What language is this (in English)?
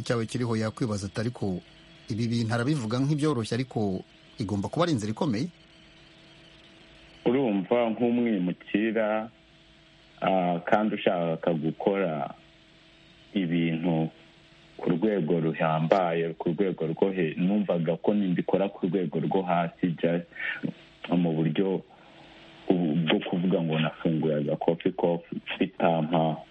Kinyarwanda